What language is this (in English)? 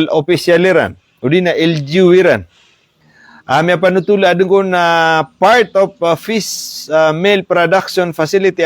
Maranao